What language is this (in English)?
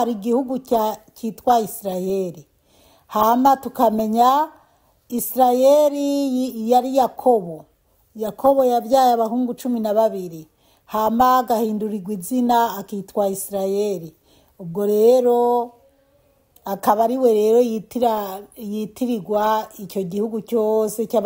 Rundi